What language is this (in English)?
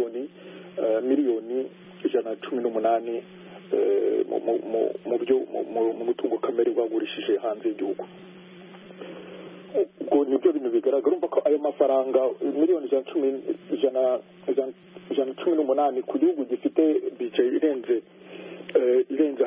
Kinyarwanda